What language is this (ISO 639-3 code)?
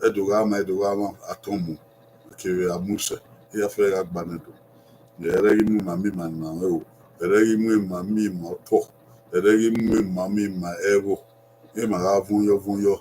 bin